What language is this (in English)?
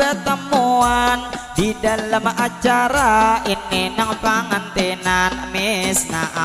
Banjar